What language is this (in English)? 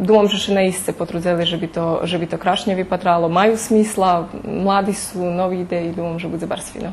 Rusyn